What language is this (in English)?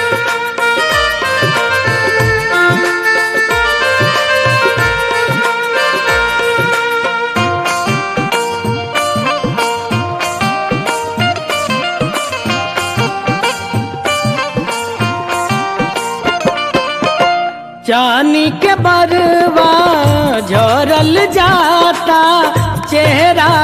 Bhojpuri